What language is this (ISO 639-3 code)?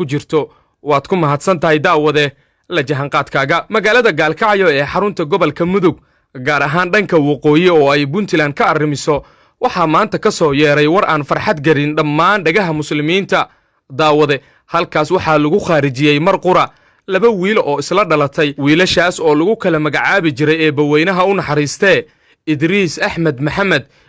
som